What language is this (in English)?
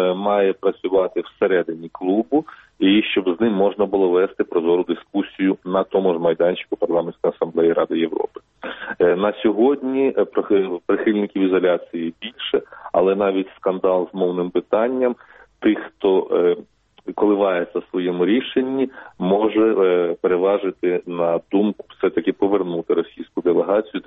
Ukrainian